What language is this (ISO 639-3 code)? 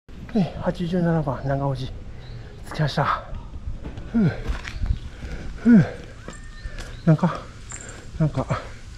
jpn